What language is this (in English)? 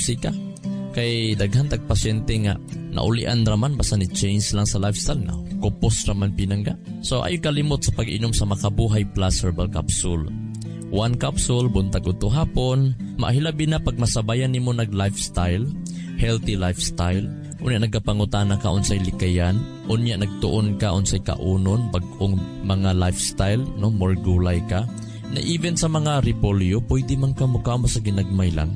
Cebuano